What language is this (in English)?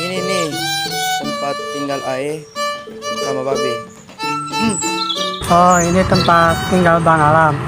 Betawi